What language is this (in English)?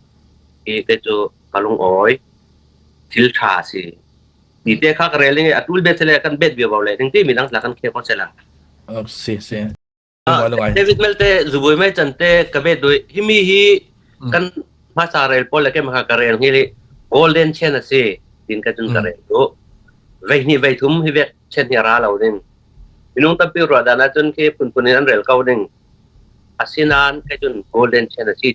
Falam Chin